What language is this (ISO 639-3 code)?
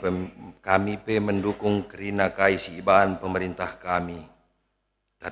btx